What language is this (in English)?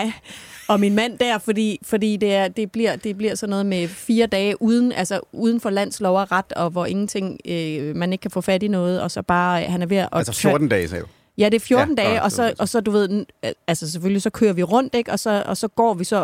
Danish